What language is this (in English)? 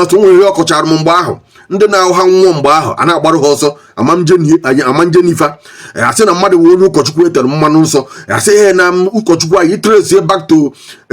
Igbo